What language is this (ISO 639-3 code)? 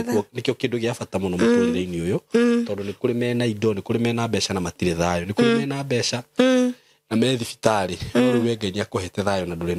kik